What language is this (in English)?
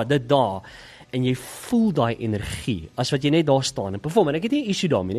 Afrikaans